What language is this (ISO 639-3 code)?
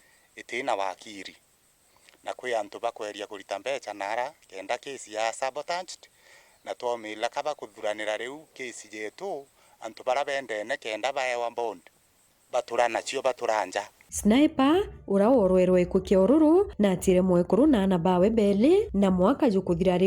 mer